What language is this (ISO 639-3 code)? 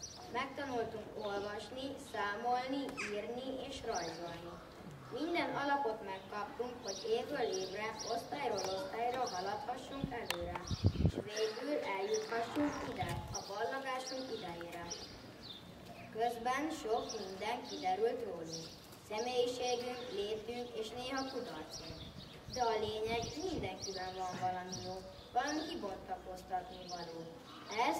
hun